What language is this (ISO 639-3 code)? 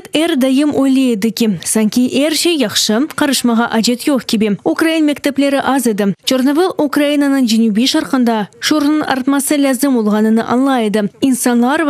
crh